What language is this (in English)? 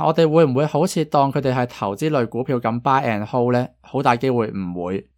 Cantonese